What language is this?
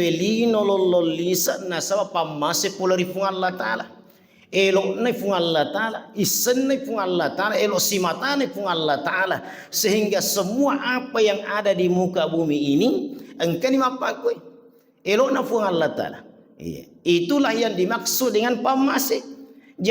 Buginese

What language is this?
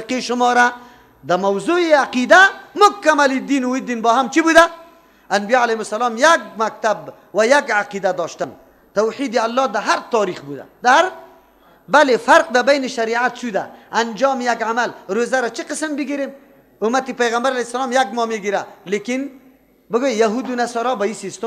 Persian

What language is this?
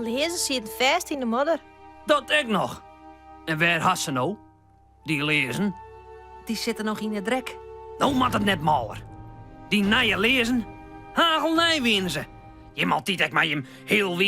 Western Frisian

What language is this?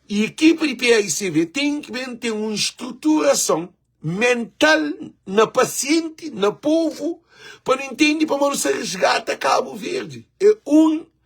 Kabuverdianu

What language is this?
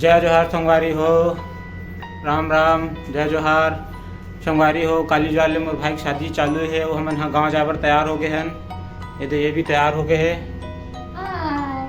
Chhattisgarhi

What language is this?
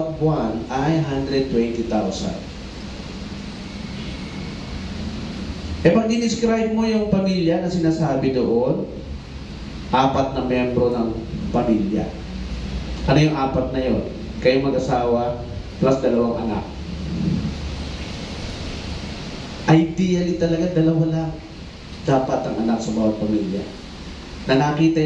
Filipino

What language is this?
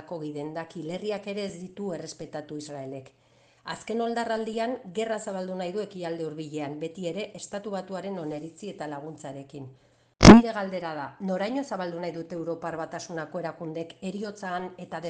Basque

